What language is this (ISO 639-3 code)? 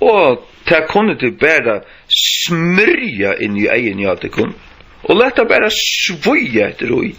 fao